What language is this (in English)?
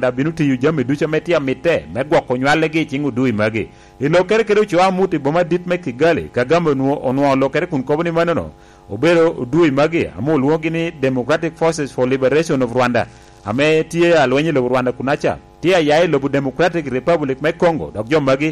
Lango (Uganda)